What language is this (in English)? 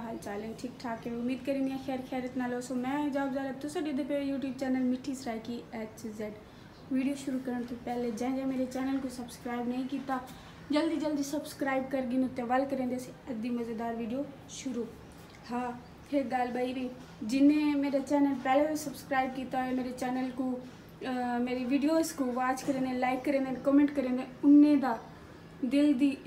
Saraiki